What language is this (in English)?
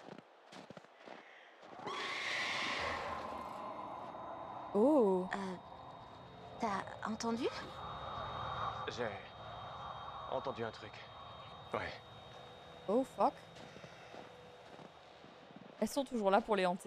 French